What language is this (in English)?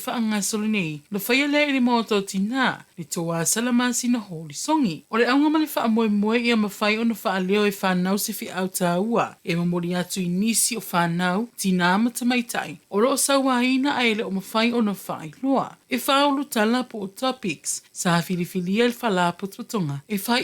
Samoan